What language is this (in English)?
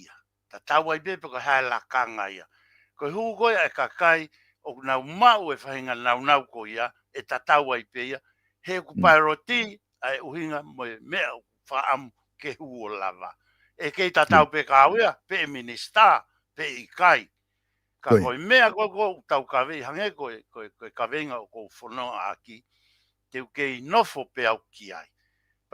Tongan